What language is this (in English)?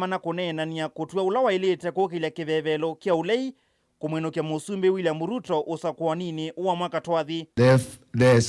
Kamba